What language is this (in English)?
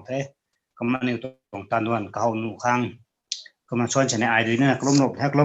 Rongmei Naga